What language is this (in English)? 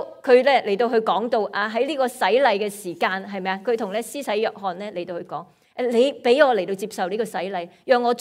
Cantonese